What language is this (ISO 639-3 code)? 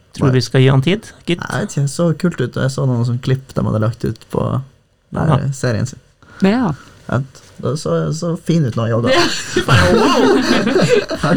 nor